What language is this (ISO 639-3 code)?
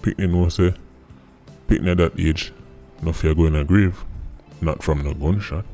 jam